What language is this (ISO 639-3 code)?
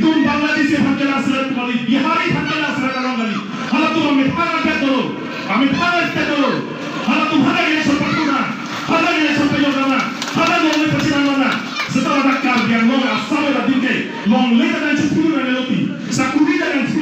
mjw